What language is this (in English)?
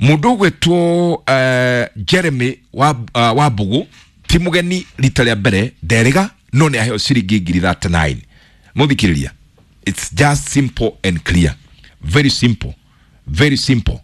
Kikuyu